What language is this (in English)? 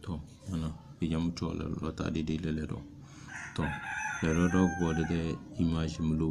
Tem